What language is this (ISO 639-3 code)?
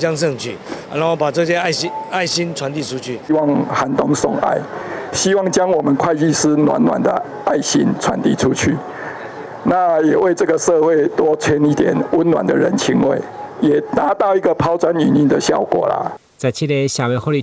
nan